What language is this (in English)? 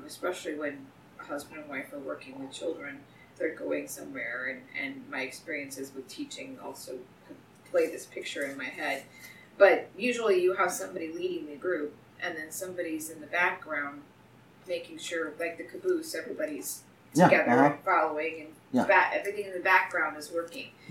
English